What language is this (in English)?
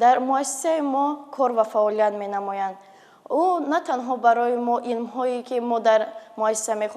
Tajik